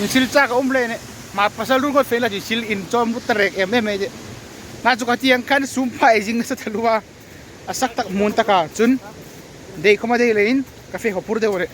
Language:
Hmar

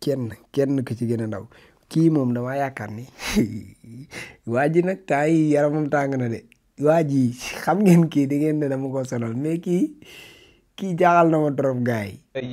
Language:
Wolof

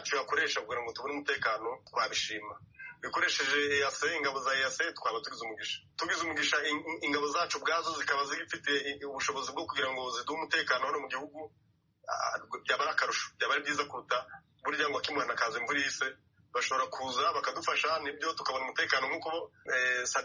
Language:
Kinyarwanda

